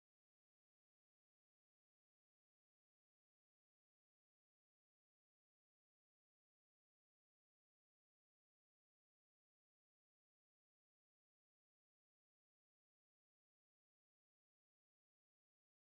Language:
S'gaw Karen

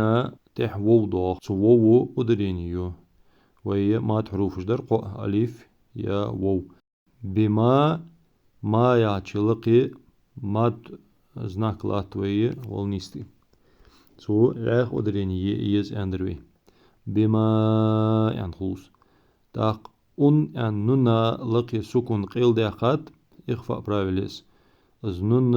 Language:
Ingush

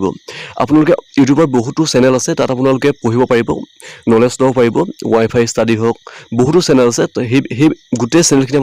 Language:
Assamese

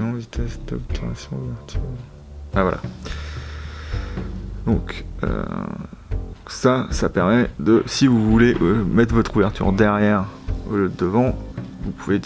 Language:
French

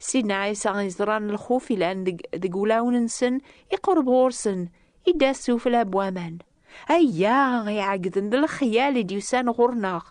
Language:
Kabyle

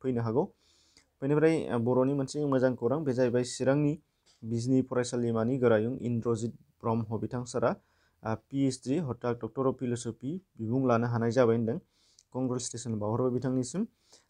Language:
Bodo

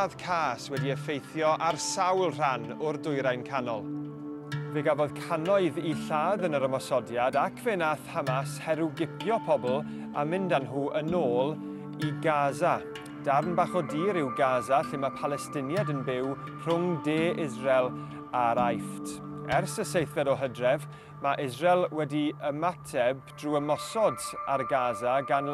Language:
Welsh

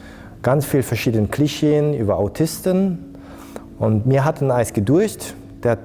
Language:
Luxembourgish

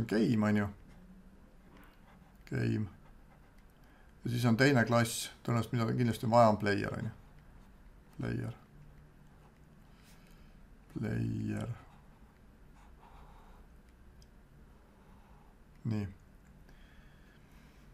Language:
Estonian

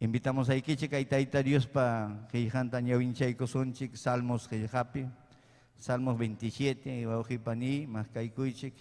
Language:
Ayacucho Quechua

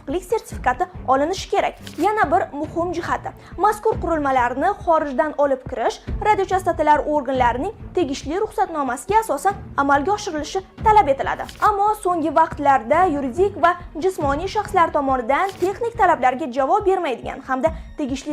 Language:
Uzbek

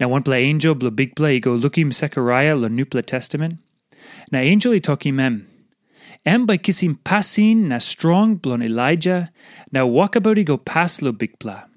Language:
Tok Pisin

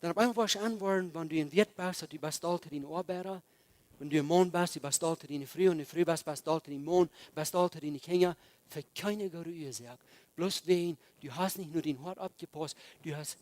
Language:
Plautdietsch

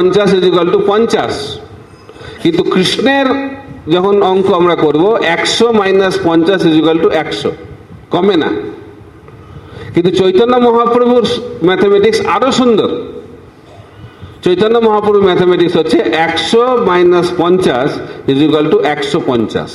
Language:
Bangla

